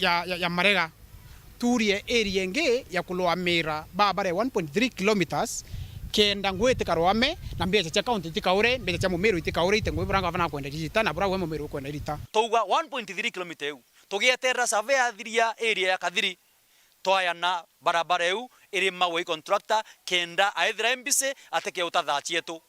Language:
Meru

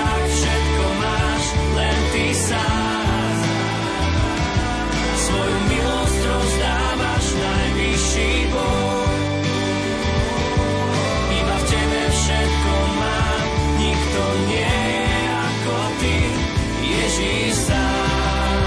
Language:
Slovak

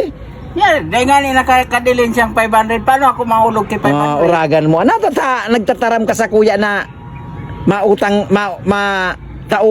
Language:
Bikol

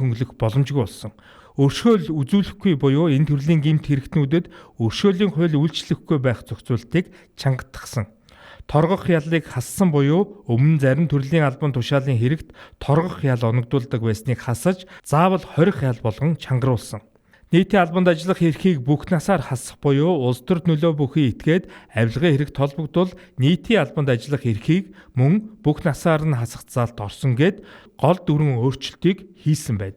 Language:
Mongolian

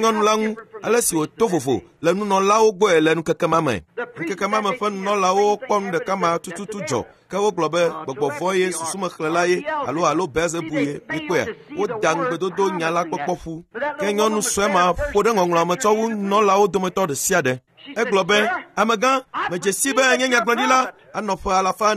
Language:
Ewe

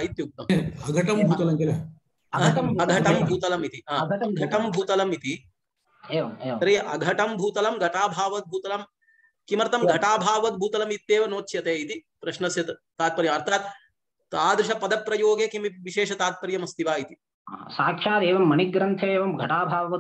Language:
Sanskrit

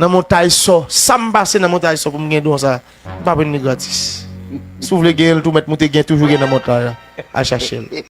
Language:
Haitian Creole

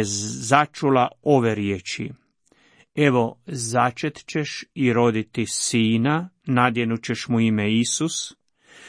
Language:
Croatian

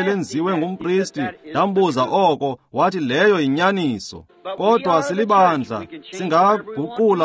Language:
Xhosa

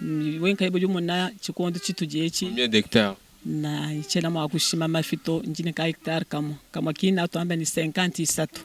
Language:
Luba-Lulua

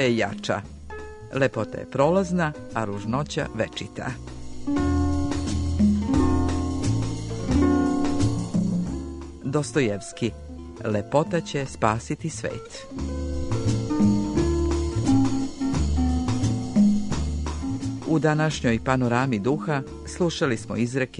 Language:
Serbian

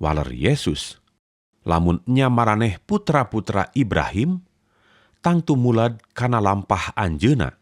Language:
Sundanese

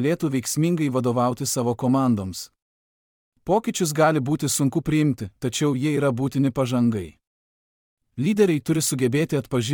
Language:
Lithuanian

